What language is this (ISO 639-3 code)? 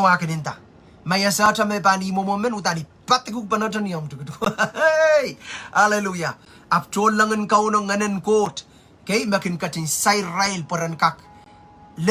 pon